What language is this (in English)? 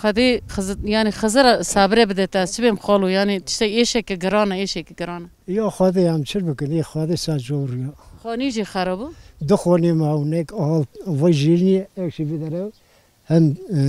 Kurdish